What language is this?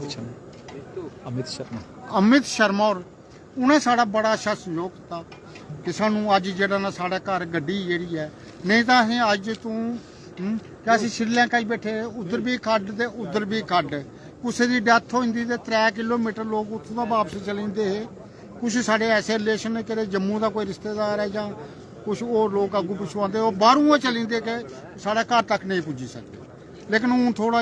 Dogri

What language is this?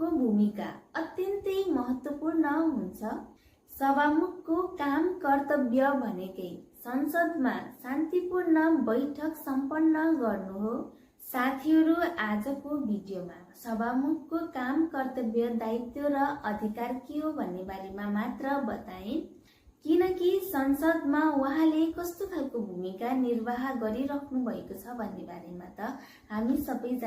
Nepali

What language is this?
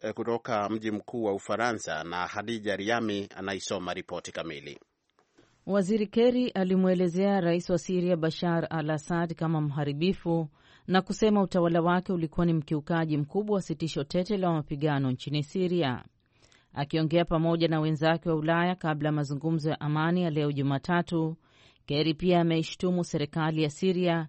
Swahili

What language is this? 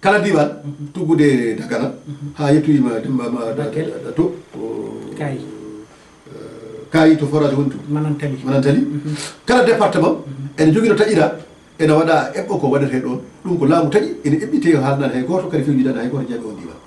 Fula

